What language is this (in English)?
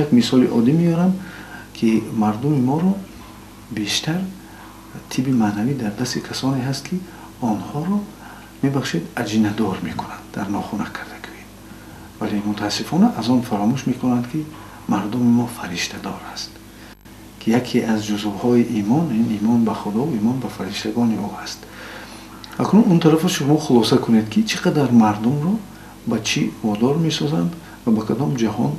Tajik